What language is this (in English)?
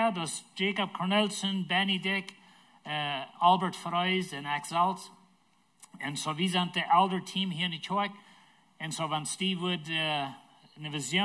Plautdietsch